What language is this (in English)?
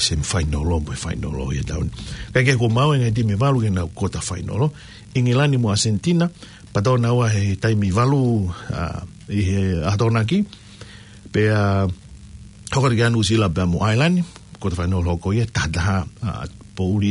Tongan